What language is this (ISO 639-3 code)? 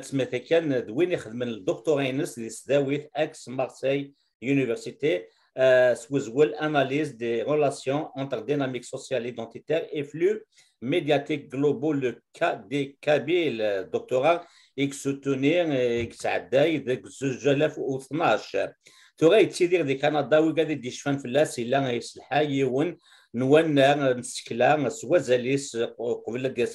kab